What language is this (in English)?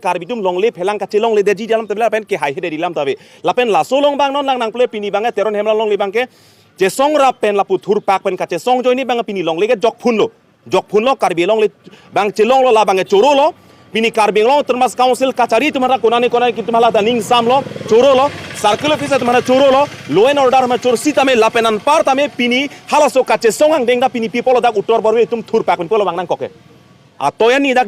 Karbi